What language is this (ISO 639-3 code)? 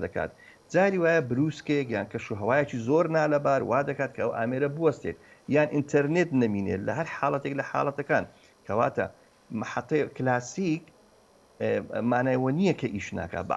ckb